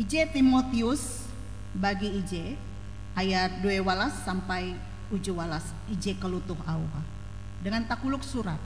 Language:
Ngaju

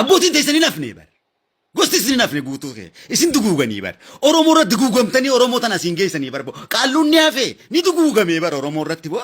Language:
Oromo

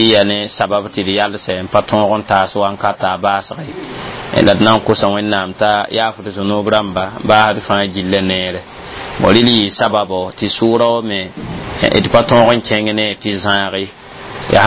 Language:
Mossi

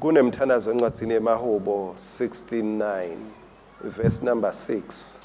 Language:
Swati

